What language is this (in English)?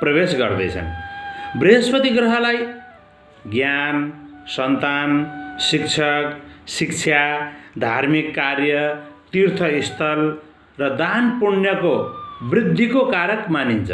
Nepali